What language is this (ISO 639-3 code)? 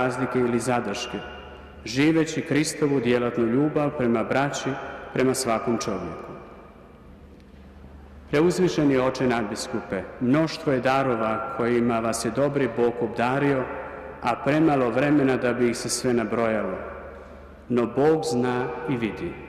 hrv